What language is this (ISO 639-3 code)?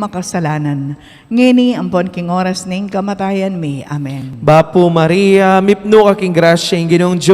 pam